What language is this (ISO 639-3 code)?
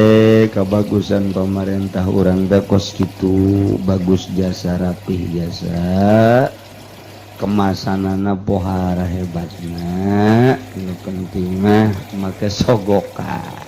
sun